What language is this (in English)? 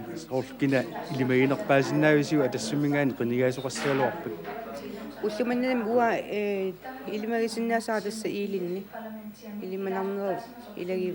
Kalaallisut